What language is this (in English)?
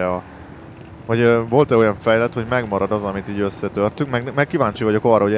Hungarian